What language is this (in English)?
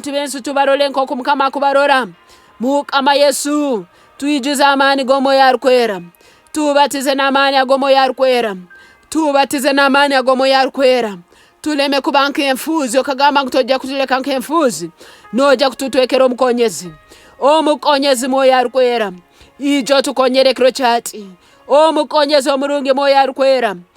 Nyankole